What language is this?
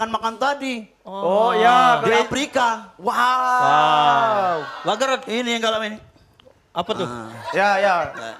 Musi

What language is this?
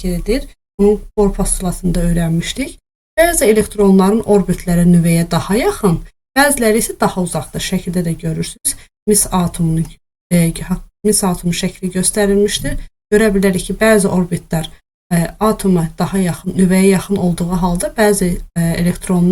Azerbaijani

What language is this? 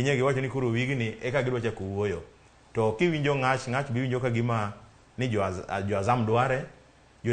Luo (Kenya and Tanzania)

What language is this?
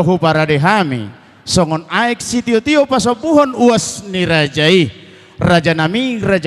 Batak Toba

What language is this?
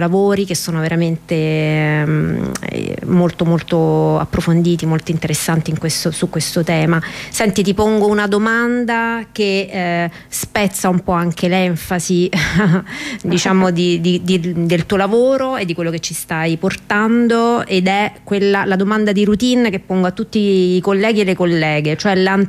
Italian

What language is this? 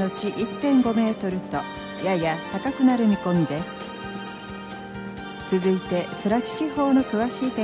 Japanese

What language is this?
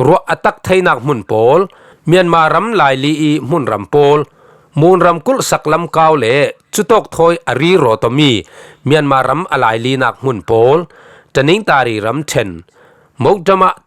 Falam Chin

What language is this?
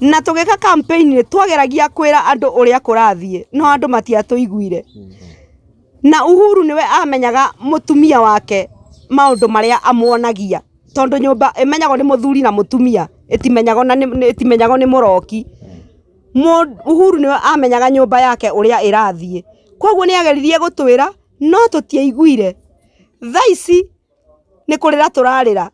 Kikuyu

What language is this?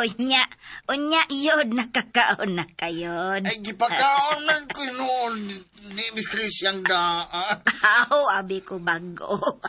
Cebuano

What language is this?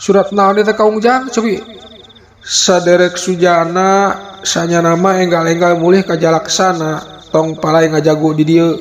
Sundanese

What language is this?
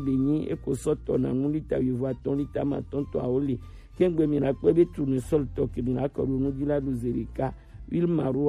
Gen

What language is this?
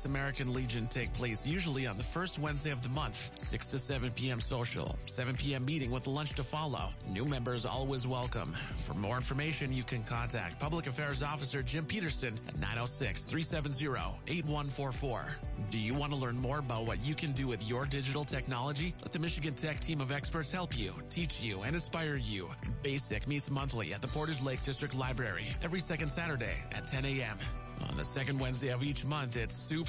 English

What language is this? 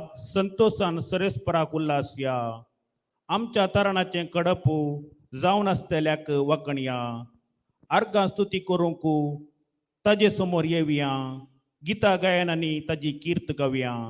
Konkani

